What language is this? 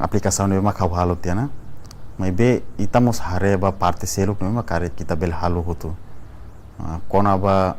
Tetum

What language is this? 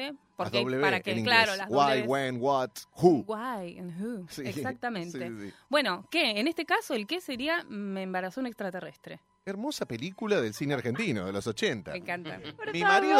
Spanish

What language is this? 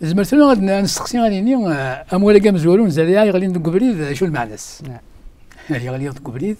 Kabyle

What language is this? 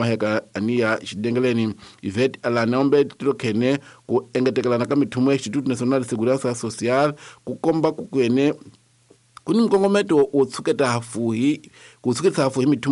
Tsonga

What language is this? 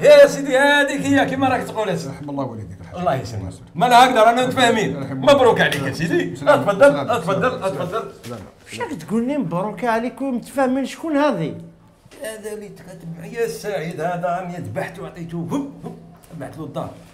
Algerian Arabic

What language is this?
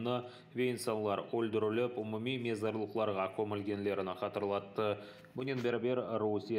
Crimean Tatar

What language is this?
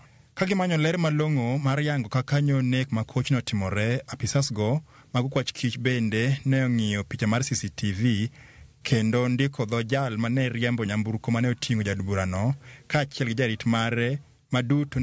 Luo (Kenya and Tanzania)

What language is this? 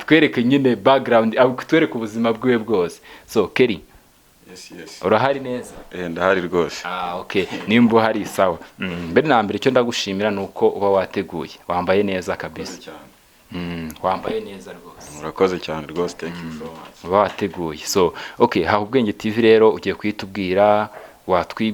Kinyarwanda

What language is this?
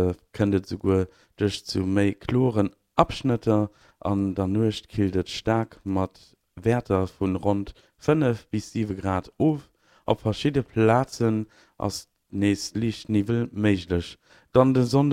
Luxembourgish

